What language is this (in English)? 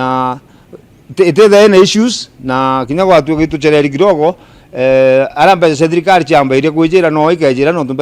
Meru